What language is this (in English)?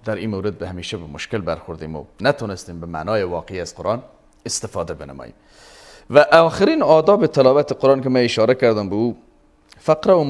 Persian